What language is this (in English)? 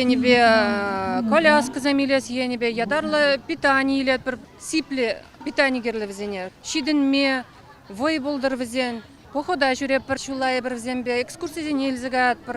Chuvash